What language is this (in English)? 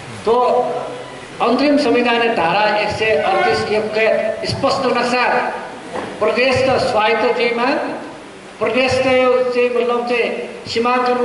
Newari